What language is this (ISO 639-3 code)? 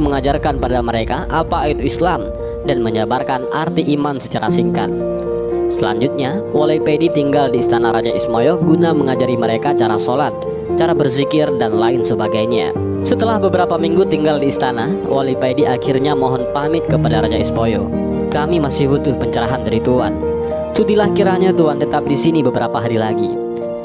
ind